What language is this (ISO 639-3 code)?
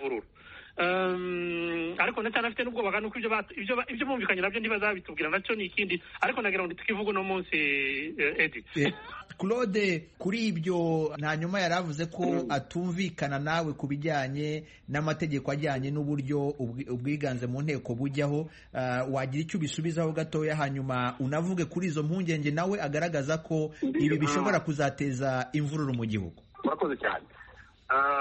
kin